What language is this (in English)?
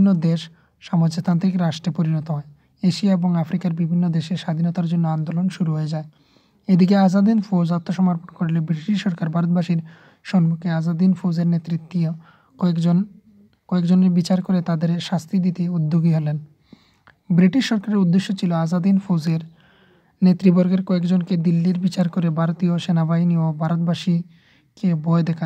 Bangla